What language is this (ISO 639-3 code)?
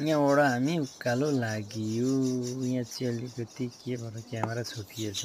nep